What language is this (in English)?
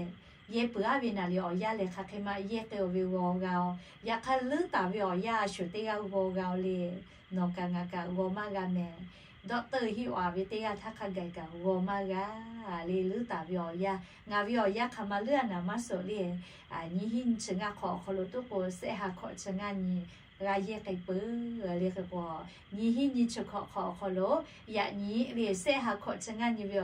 Lahu